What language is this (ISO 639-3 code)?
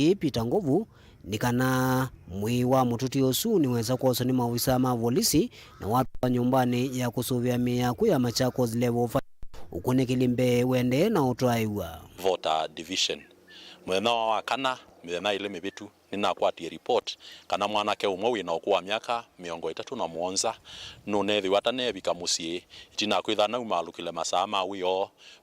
kam